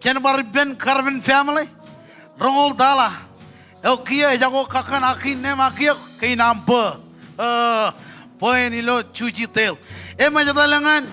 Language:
Marshallese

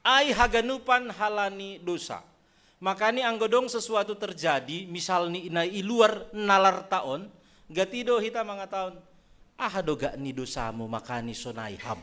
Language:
Batak Simalungun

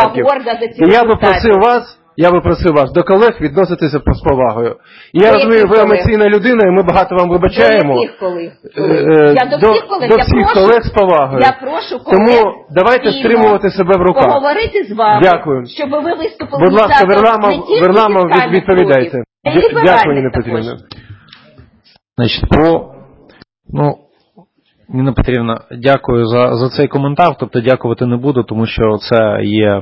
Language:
Ukrainian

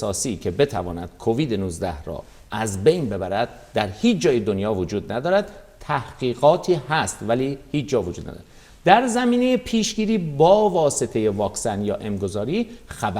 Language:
Persian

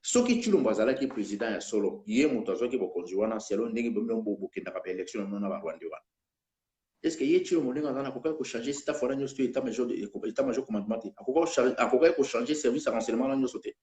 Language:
Lingala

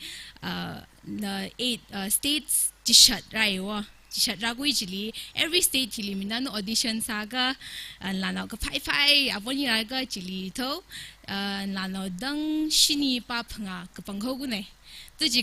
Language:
Tangkhul Naga (India)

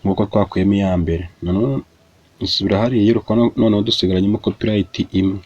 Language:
Kinyarwanda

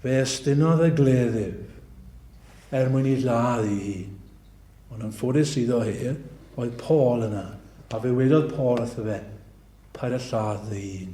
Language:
Welsh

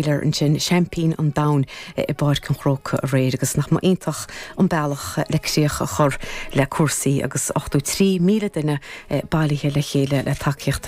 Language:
Irish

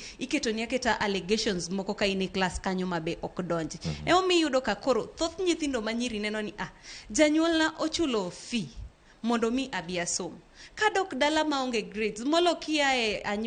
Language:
Luo (Kenya and Tanzania)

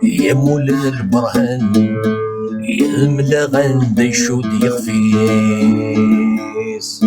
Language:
Kabyle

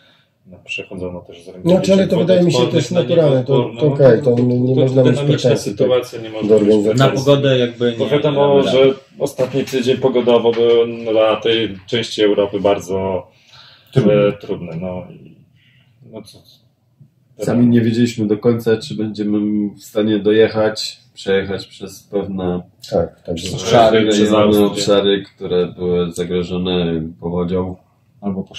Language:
Polish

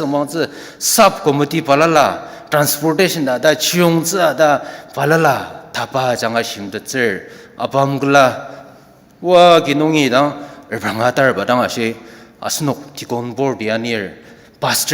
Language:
Ao Naga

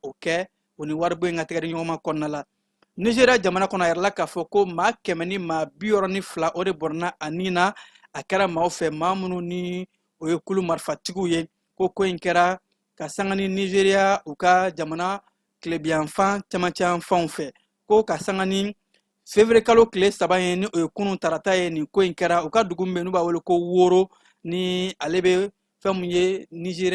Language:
Bambara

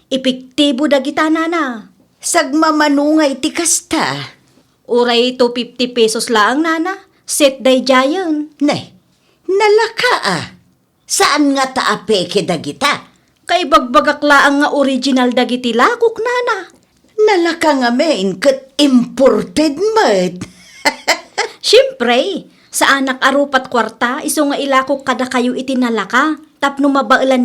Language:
Iloko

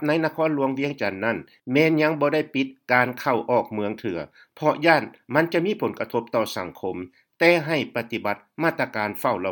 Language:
Lao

